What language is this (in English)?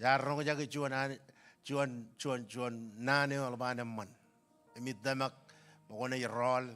Marshallese